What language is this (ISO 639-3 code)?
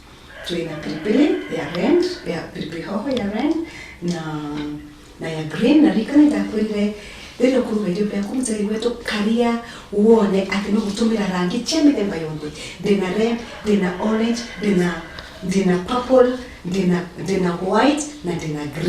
mer